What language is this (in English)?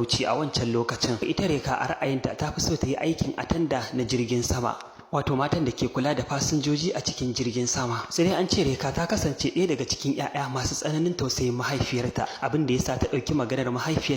Hausa